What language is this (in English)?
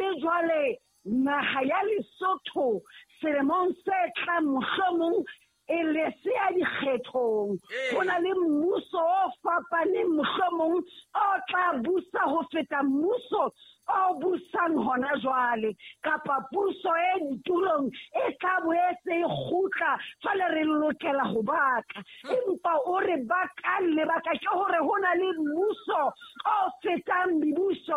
Southern Sotho